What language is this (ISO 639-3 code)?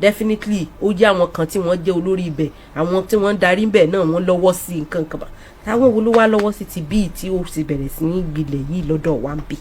yor